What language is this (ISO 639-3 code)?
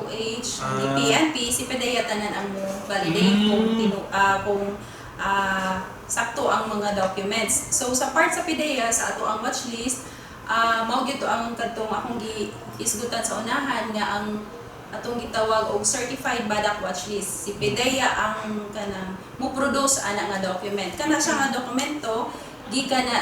ceb